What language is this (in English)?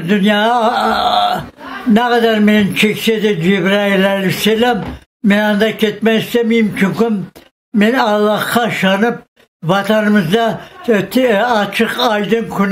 Crimean Tatar